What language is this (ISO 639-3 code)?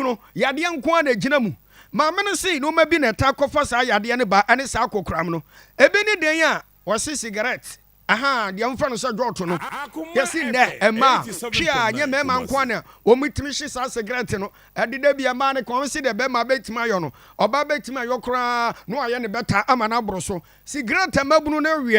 aka